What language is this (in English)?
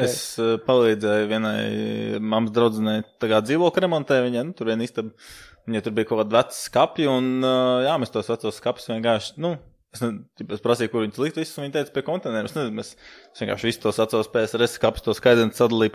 Latvian